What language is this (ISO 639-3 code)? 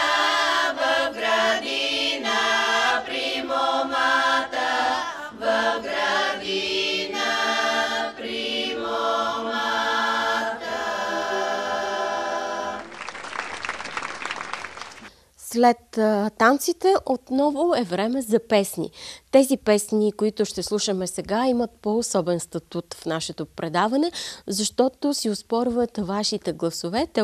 bul